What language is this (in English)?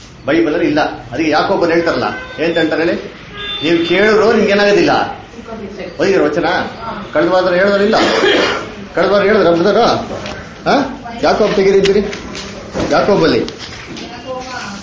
Kannada